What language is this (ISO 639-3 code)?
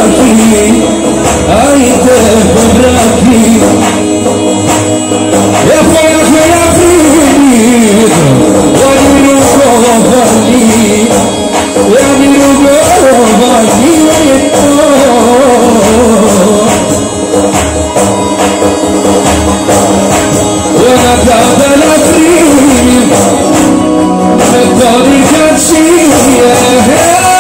sqi